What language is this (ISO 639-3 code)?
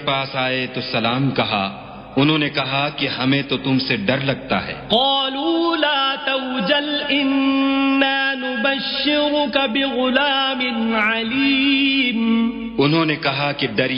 urd